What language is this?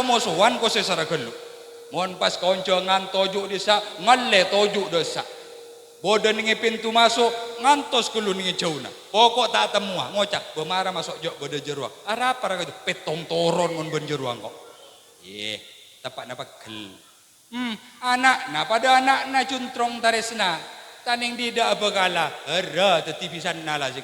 Madurese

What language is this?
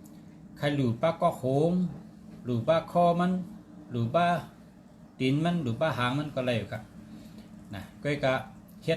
Shan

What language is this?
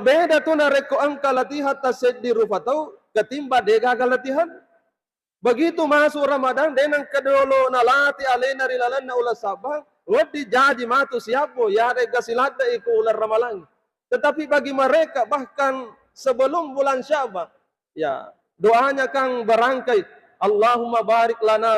Buginese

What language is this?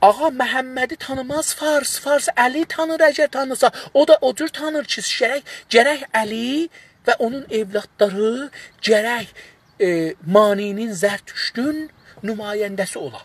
South Azerbaijani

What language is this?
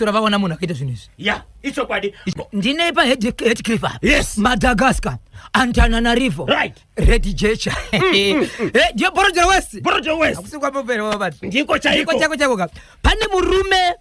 Shona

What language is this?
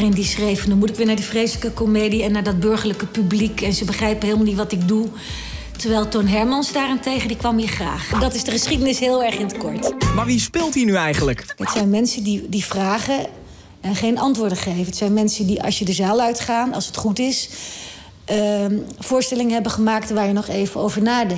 Dutch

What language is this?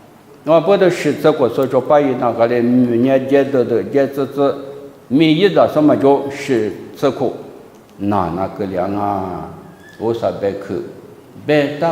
Lisu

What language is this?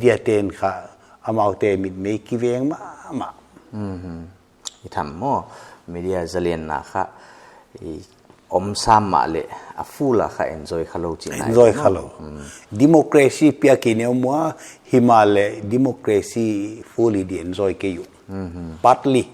Paite Chin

